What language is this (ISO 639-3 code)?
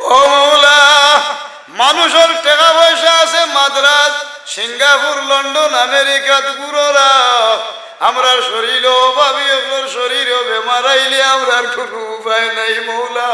syl